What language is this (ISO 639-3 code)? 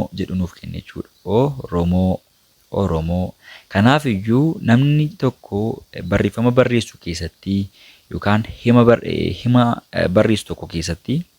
orm